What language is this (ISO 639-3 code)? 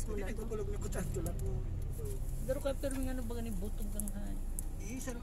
bik